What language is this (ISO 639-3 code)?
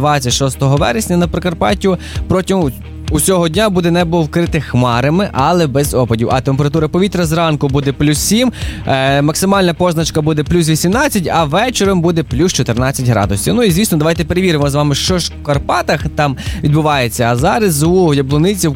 ukr